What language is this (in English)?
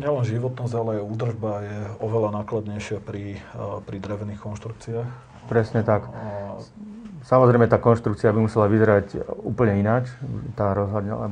Slovak